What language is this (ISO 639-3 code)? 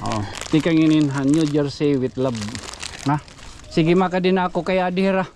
war